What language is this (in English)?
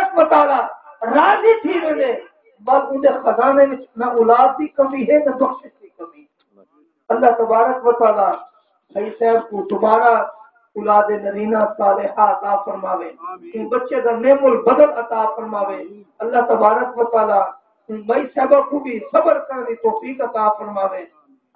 Saraiki